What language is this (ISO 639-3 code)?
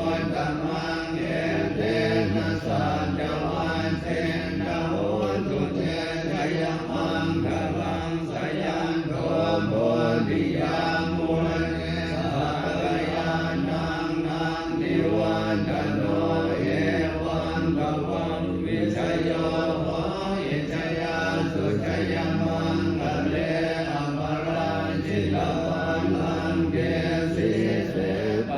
pli